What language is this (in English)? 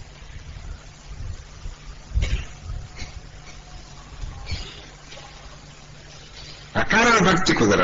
Telugu